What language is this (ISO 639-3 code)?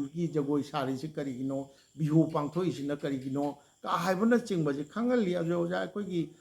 mni